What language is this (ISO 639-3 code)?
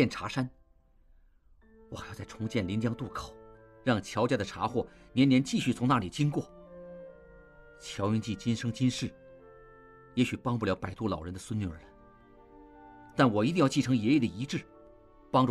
zho